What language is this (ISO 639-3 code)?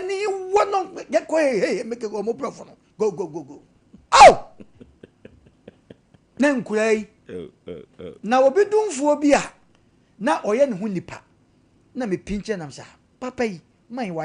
aka